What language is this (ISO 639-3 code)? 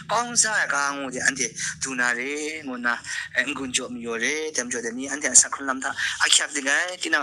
kac